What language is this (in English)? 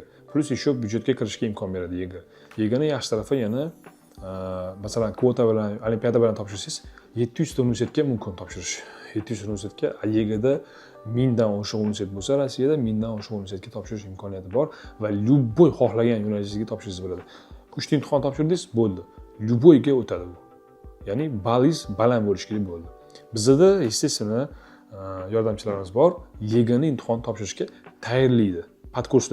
Uzbek